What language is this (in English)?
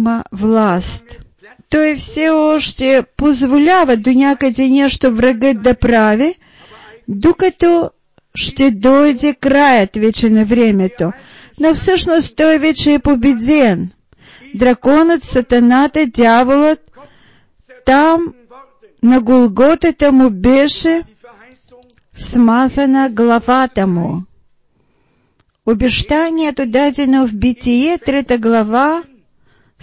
Bulgarian